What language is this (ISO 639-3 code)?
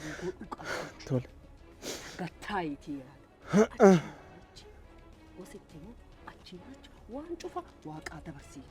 orm